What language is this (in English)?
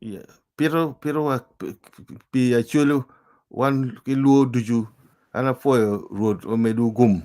Acoli